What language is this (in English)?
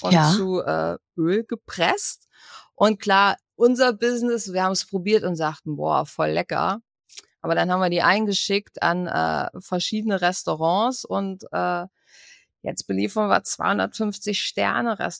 German